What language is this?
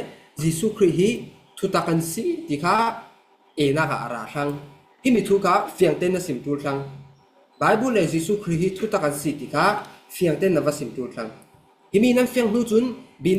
Falam Chin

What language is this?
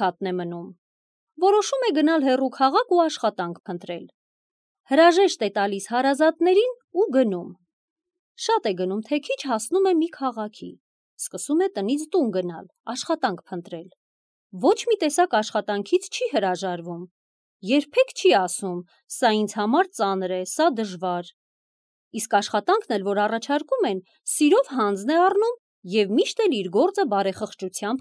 Armenian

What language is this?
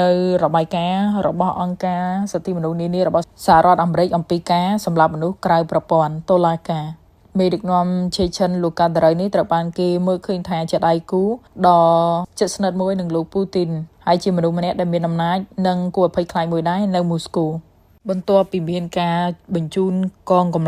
Khmer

